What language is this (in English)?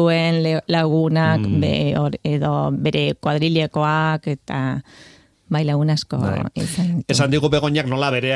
Basque